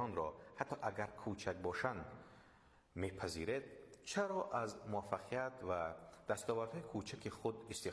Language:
Persian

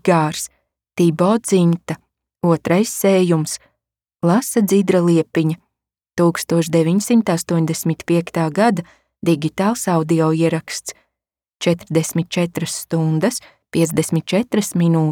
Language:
Latvian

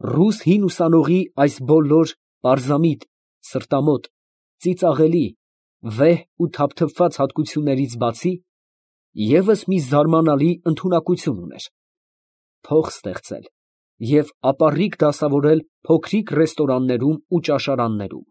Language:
Armenian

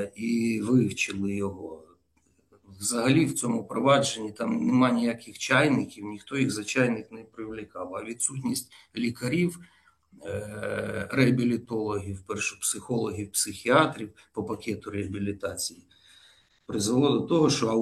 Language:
Ukrainian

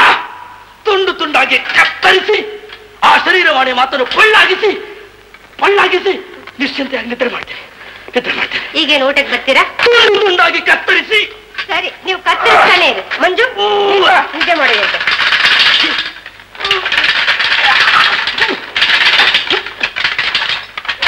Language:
Kannada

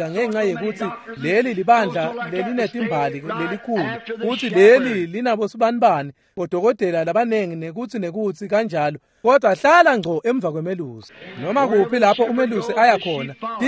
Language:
Swati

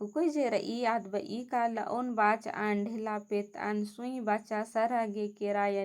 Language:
Kurukh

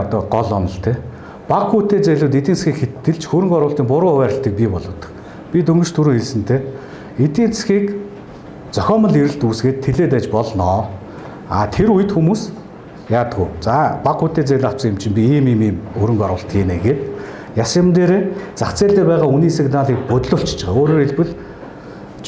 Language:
Mongolian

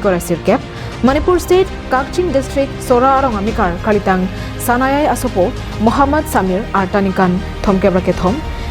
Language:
Karbi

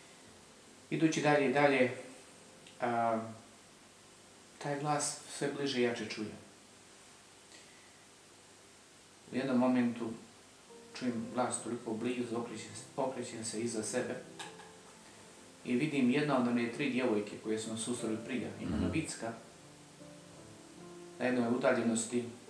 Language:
Croatian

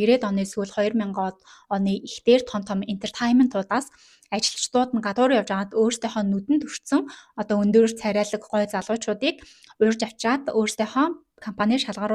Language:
Mongolian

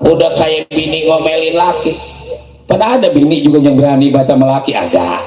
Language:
Betawi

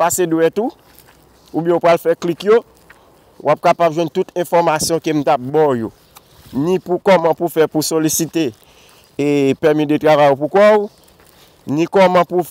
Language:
Haitian Creole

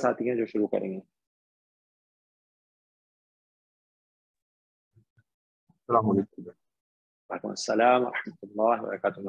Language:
Urdu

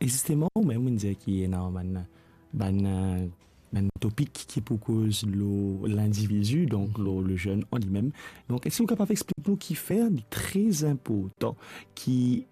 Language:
Morisyen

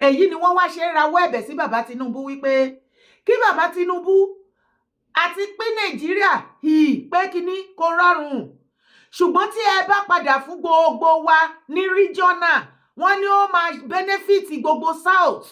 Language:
Yoruba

